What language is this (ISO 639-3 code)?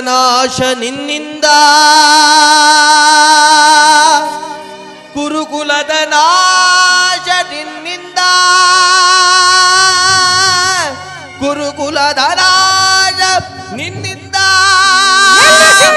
kan